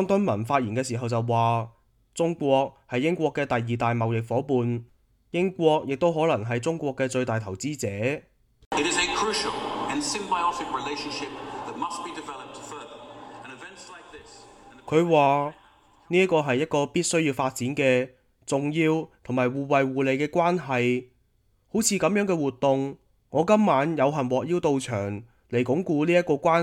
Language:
Cantonese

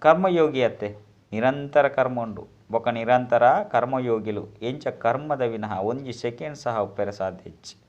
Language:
Tulu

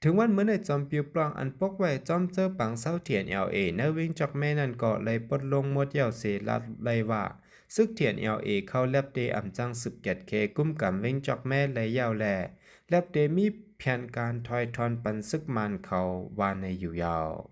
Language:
Shan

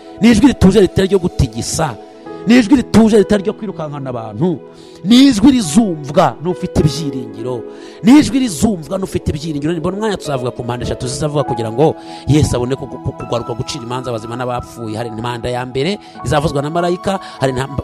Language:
Kinyarwanda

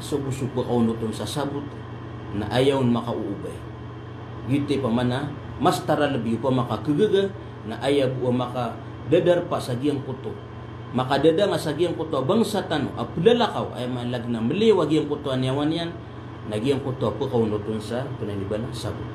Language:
Maranao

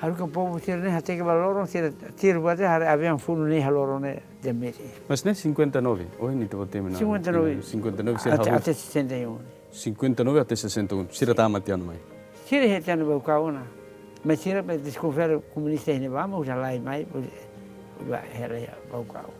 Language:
Tetum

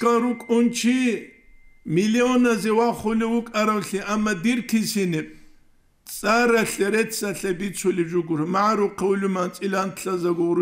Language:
Avaric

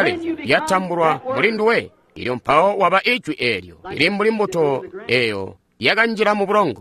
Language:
Tonga (Zambia)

